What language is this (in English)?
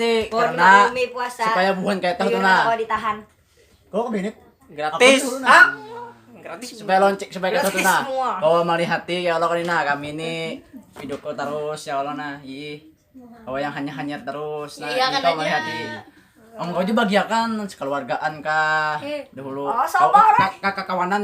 Banjar